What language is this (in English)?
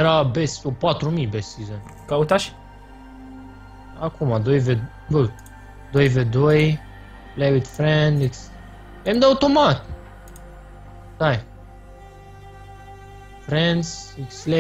Romanian